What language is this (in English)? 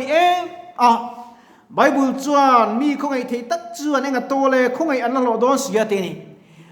Mizo